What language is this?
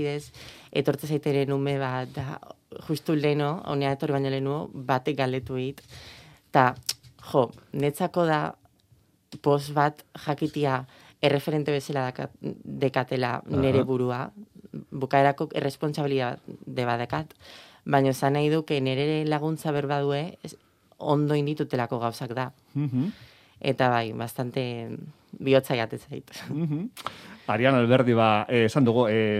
Basque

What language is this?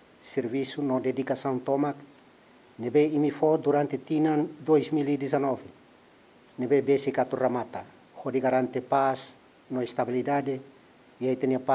Tetum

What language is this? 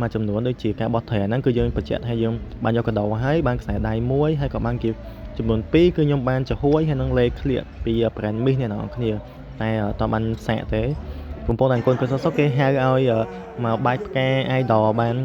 Khmer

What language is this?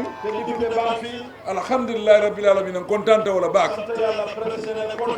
Fula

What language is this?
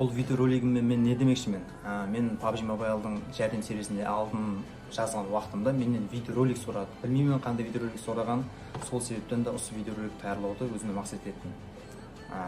Kara-Kalpak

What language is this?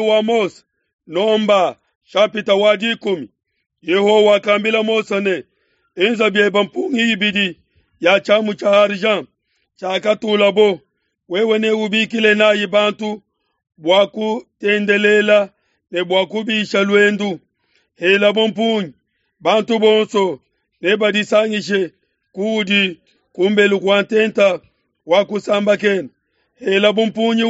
Luba-Lulua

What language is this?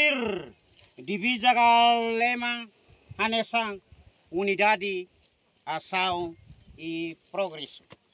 Tetum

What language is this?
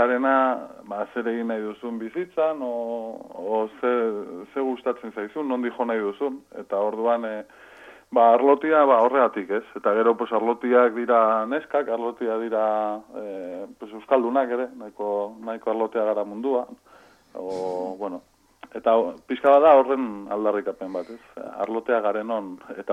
Basque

